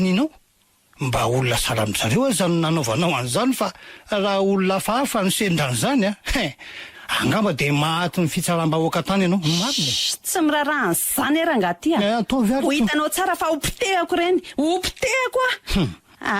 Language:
Malagasy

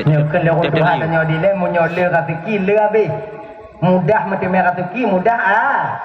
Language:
Achinese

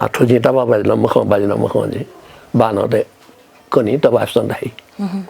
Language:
Newari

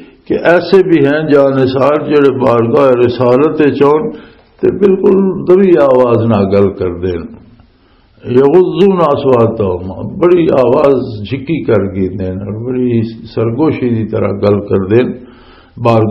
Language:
Western Panjabi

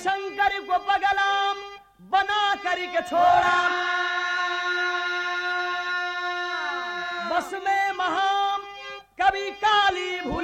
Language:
Bhojpuri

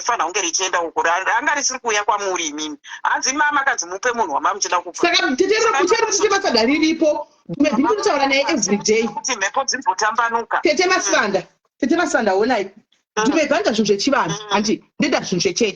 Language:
Shona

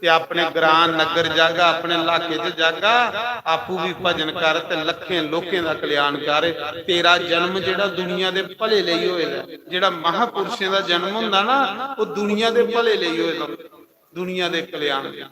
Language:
Dogri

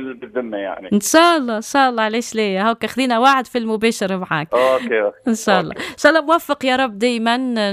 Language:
Tunisian Arabic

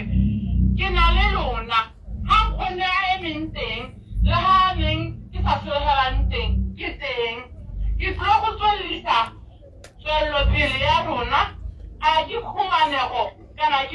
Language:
Tswana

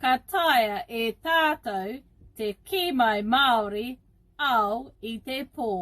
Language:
Māori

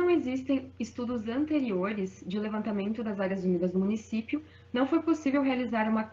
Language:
Portuguese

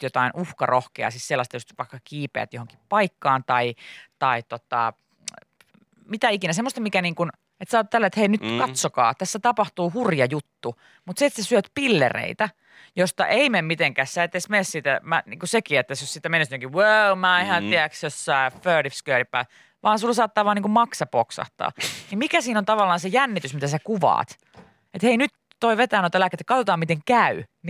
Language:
Finnish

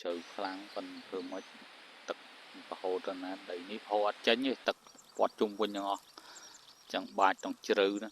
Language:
Khmer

